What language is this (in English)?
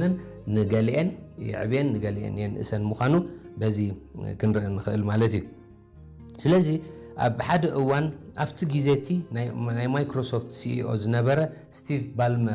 Tigrinya